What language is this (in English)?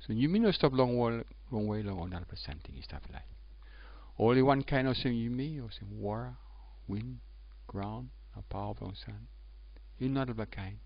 Tok Pisin